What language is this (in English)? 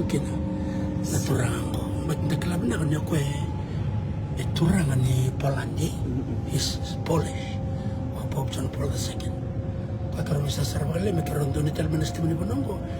Fijian